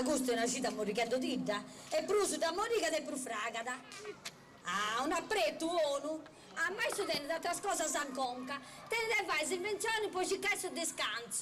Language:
Sardinian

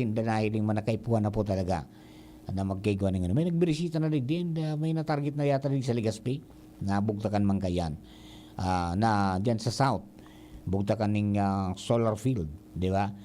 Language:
Bikol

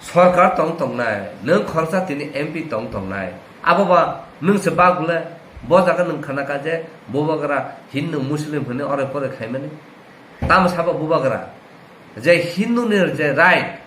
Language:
Kok Borok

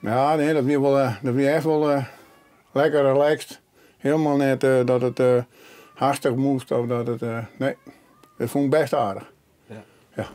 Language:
Western Frisian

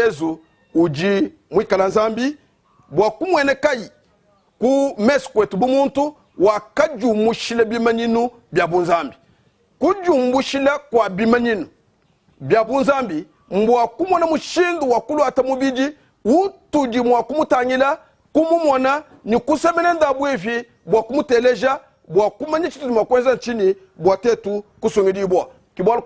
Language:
Luba-Lulua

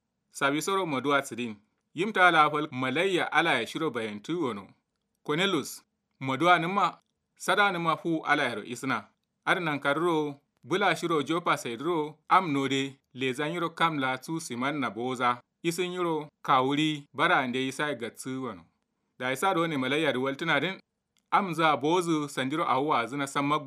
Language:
Kanuri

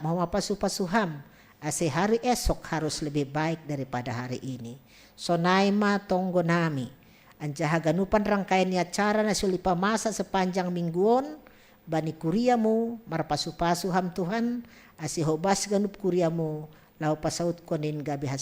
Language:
Batak Simalungun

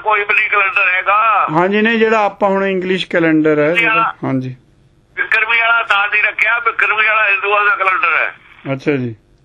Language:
Punjabi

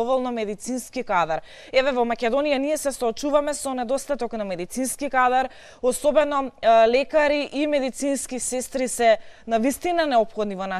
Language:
Macedonian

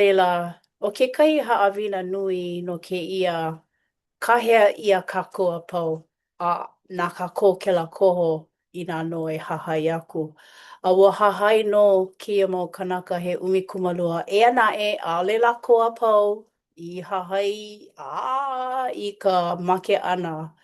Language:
Hawaiian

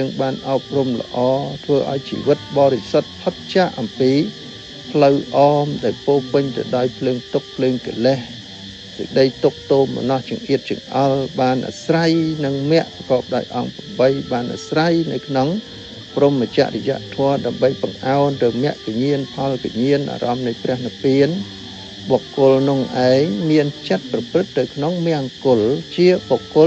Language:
Khmer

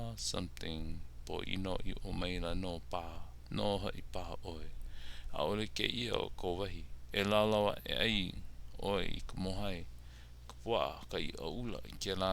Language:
Hawaiian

